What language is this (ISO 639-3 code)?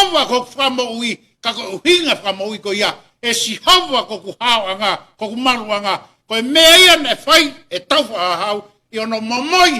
ton